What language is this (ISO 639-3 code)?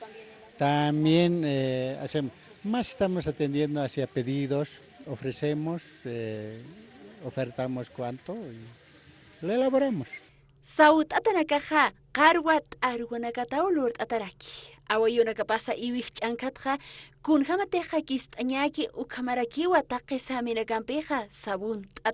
aym